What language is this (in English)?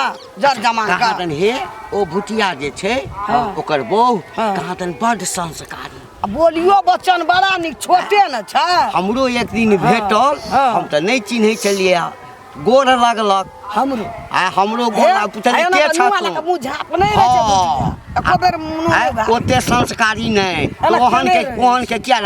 Maithili